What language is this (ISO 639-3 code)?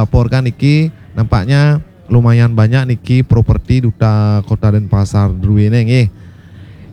ban